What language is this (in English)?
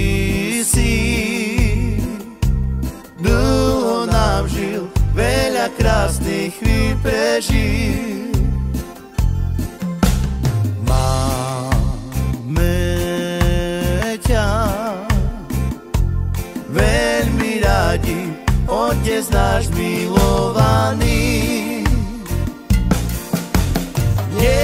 Slovak